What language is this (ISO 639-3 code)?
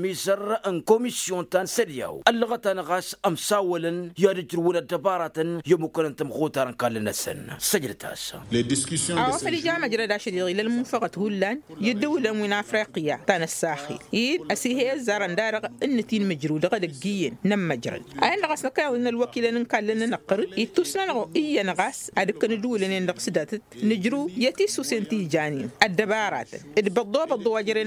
taq